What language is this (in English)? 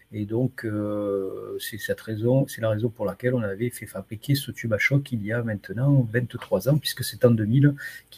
French